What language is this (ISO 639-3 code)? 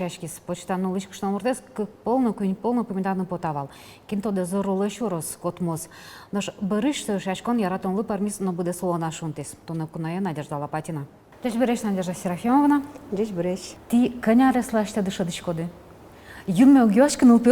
udm